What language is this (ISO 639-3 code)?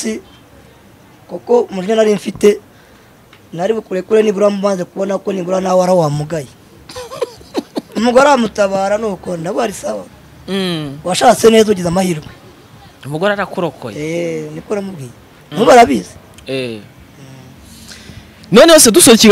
kin